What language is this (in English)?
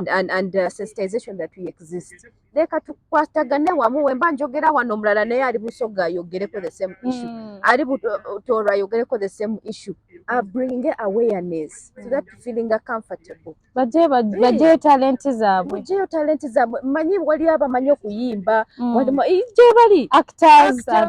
Ganda